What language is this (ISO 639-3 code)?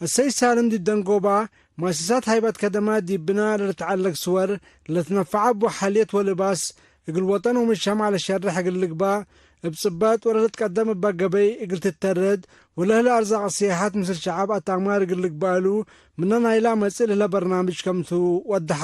tig